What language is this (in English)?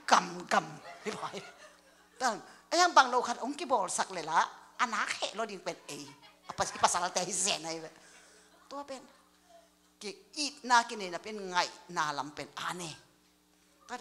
Tedim Chin